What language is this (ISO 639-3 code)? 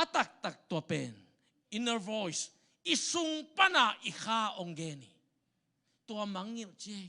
ctd